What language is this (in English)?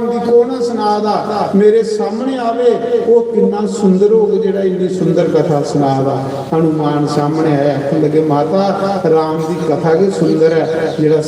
Dogri